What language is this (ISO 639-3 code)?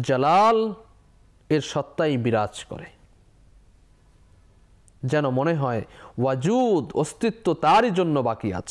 ben